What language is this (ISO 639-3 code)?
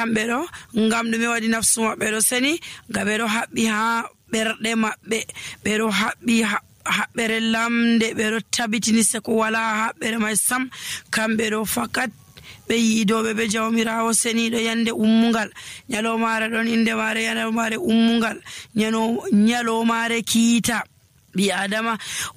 fuv